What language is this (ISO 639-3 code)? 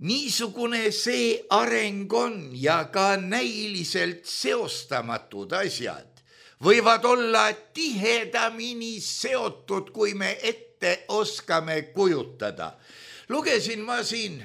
est